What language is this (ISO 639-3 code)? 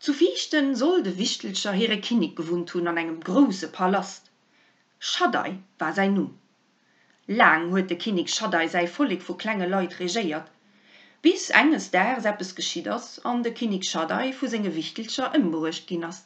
ltz